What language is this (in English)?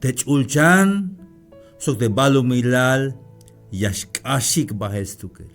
Tzeltal